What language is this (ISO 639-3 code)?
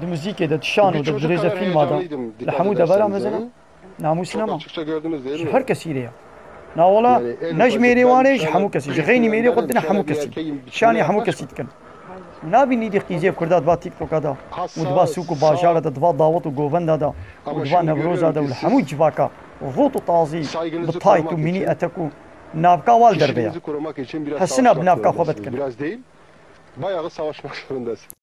kur